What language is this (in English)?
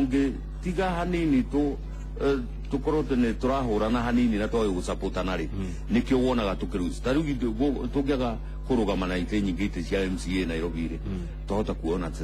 Kikuyu